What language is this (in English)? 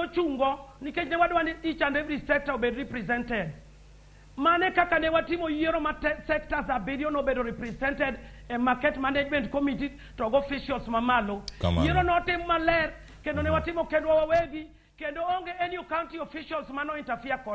Luo (Kenya and Tanzania)